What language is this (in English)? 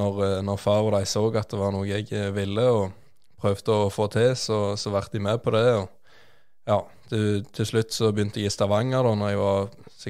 Norwegian